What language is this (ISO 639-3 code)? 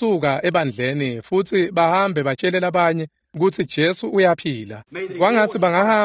ssw